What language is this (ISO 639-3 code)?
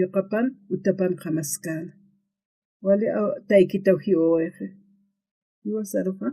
aym